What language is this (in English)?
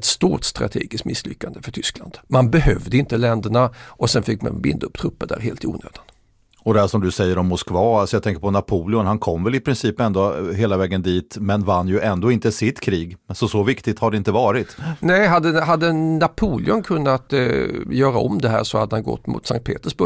Swedish